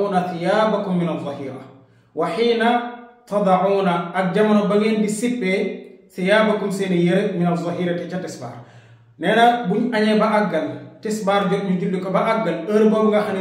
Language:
Wolof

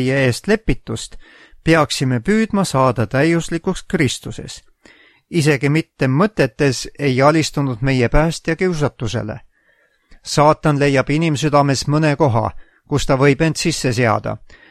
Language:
Estonian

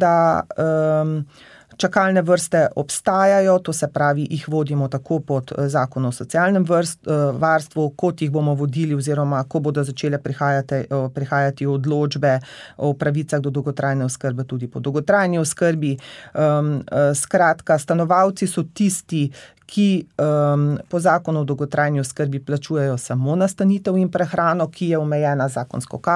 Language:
Slovenian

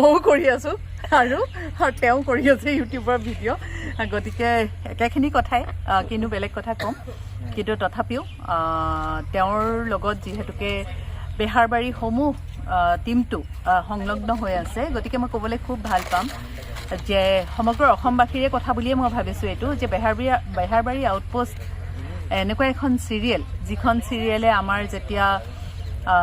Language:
Assamese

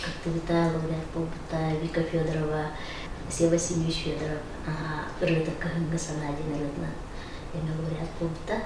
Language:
Yakut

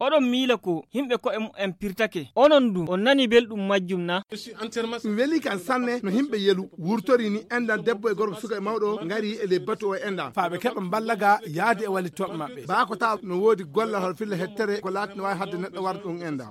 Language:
Fula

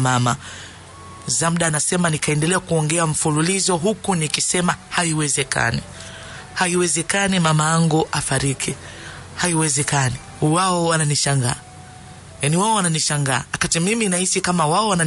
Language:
Swahili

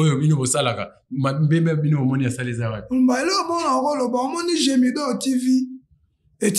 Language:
Lingala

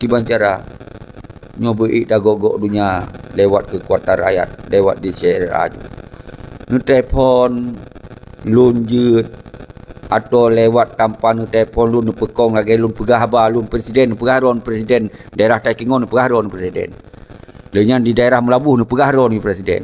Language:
Achinese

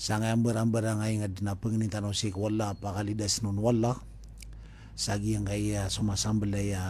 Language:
Maranao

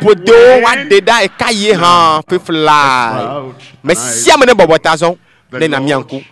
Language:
Ewe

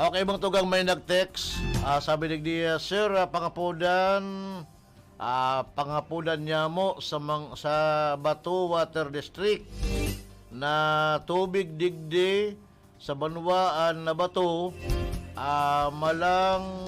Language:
Bikol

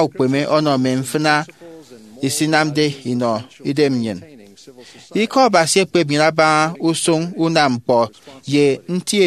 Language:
Efik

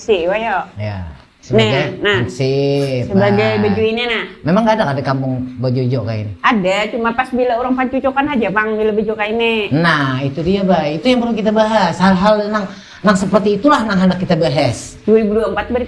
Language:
Banjar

